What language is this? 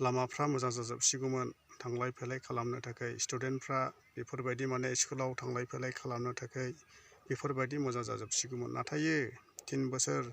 Bodo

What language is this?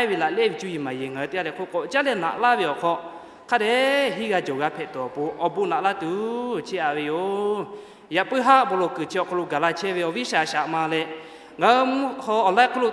Lahu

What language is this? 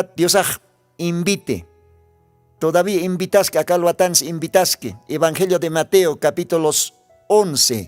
Aymara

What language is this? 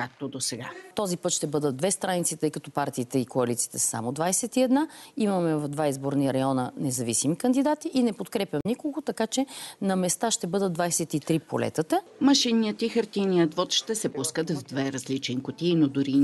Bulgarian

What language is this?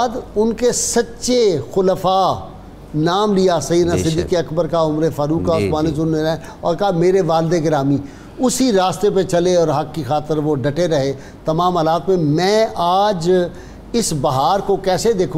Urdu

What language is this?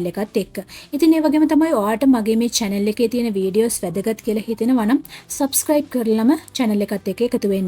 Sinhala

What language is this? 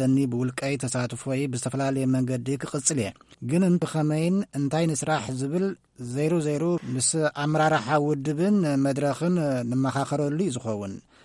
Tigrinya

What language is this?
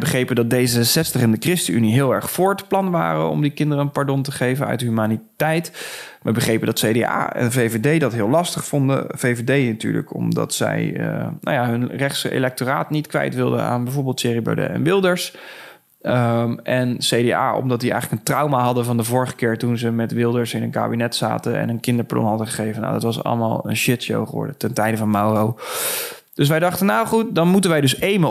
Dutch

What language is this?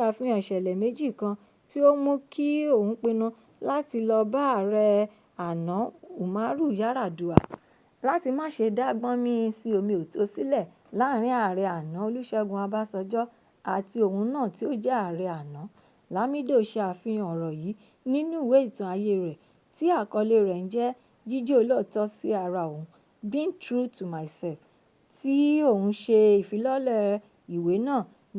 Yoruba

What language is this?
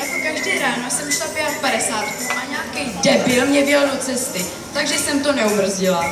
Czech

